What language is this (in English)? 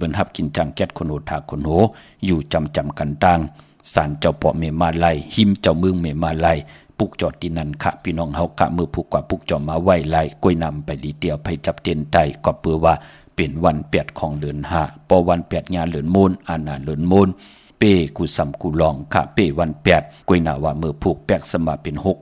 Shan